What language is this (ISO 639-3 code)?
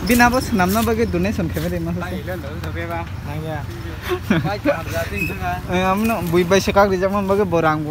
trp